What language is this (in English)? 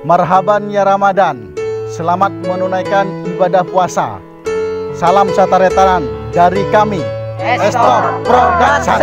Madurese